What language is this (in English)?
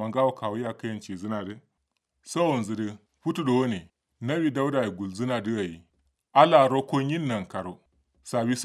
Kanuri